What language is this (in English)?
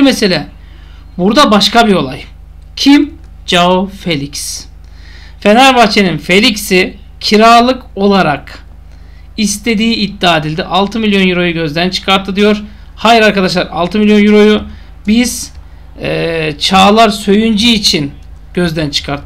Turkish